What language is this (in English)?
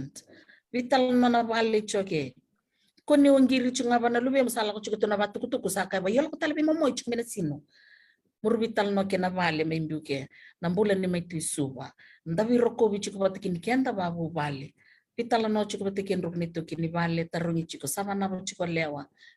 Fijian